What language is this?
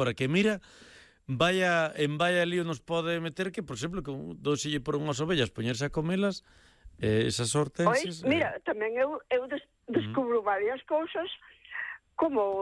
Galician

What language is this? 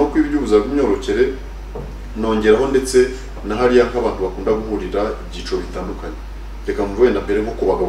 Kinyarwanda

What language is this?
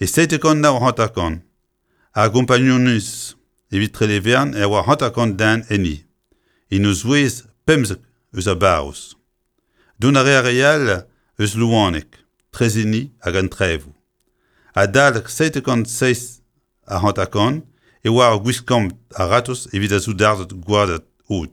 Breton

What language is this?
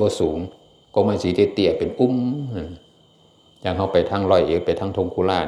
Northeastern Thai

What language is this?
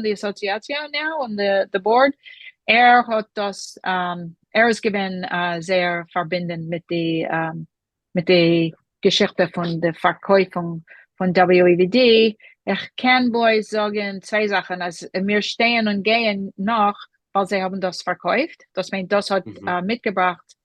Yiddish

